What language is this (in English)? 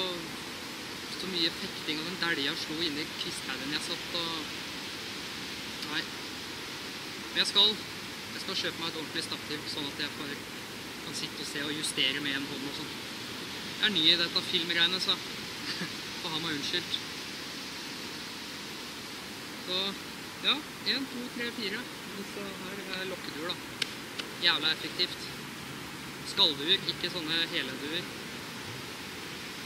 Norwegian